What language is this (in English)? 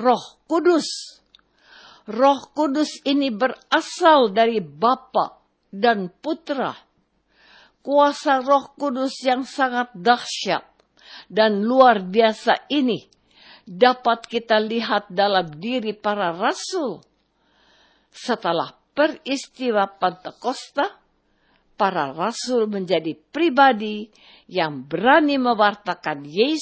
Indonesian